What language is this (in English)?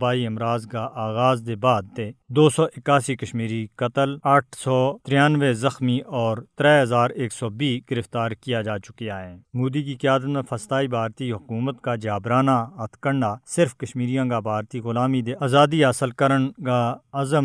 Gujari